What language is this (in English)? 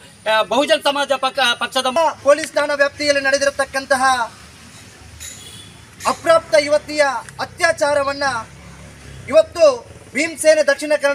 Kannada